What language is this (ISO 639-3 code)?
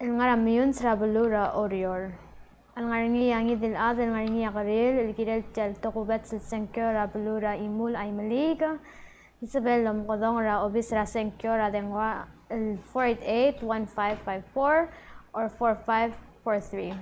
pau